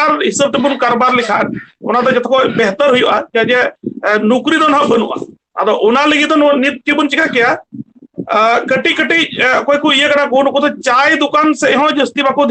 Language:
Santali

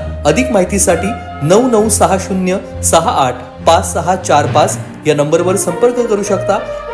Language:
Marathi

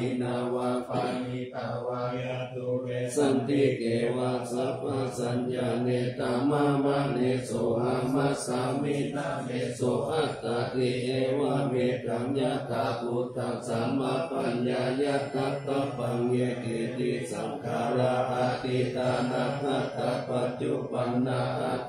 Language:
Pali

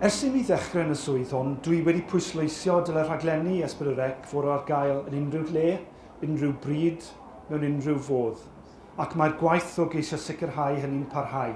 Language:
Welsh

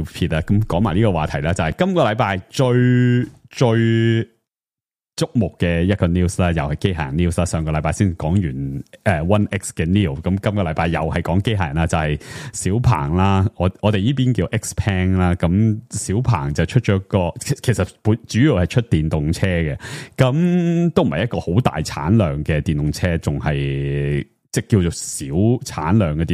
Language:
Cantonese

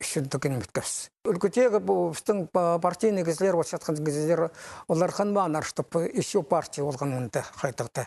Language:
Khakas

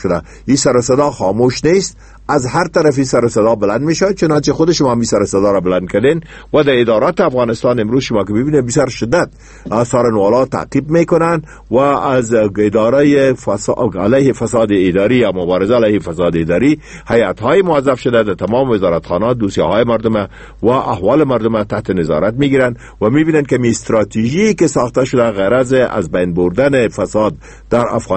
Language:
Persian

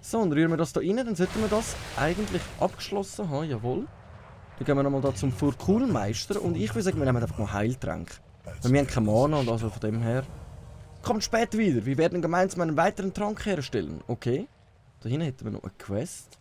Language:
Swiss German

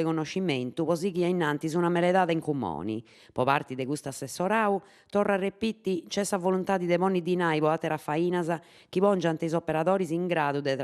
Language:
Sardinian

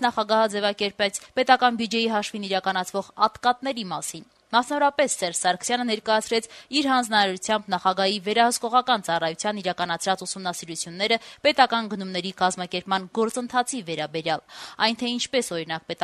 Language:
Armenian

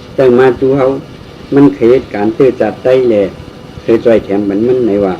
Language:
Shan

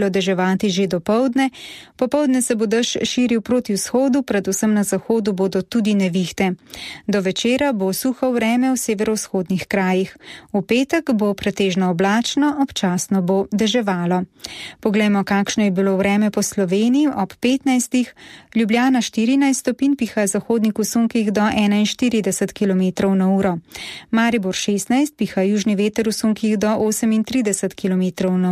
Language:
Slovenian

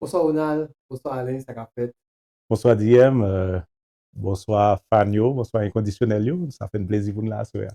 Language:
Haitian Creole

